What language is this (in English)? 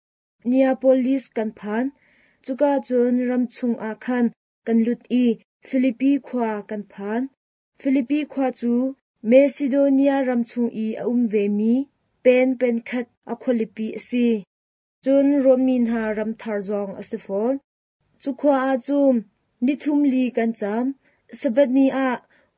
Hakha Chin